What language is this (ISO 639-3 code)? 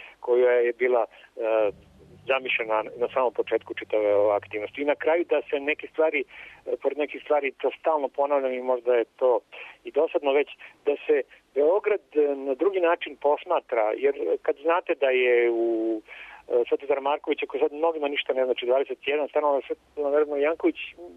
srp